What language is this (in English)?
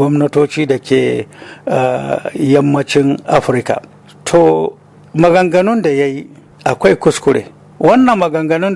Hausa